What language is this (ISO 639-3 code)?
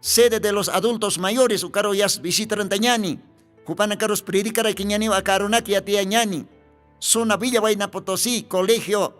aym